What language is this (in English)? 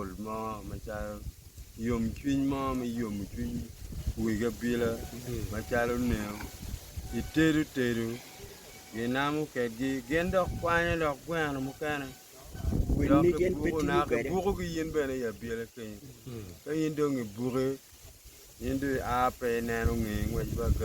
Acoli